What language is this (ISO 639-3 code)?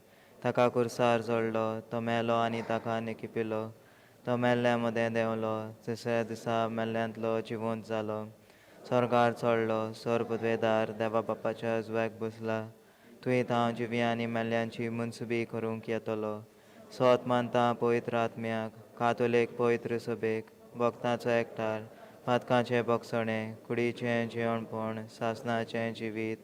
kok